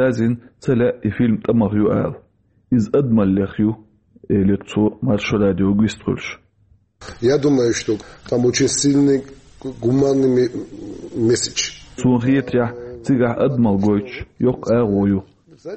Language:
Chechen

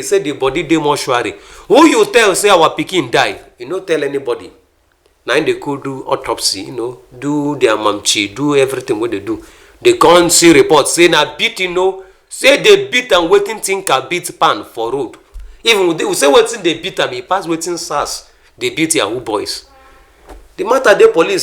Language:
Nigerian Pidgin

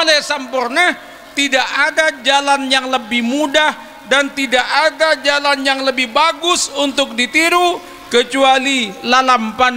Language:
Madurese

